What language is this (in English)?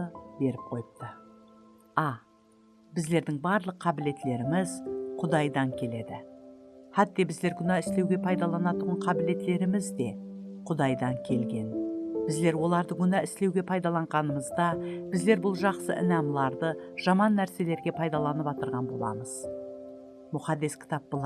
Kara-Kalpak